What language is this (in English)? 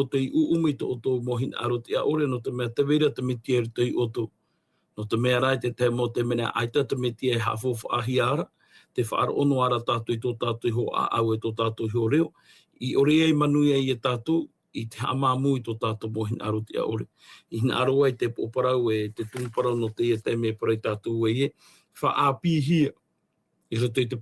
Tahitian